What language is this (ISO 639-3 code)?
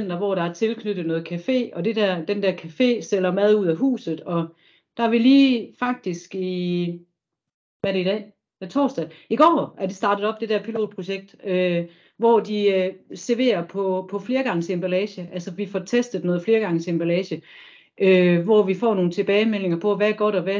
dan